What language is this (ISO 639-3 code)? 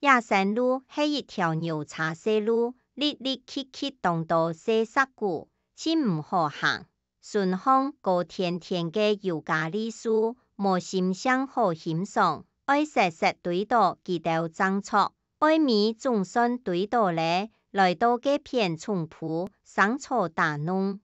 hak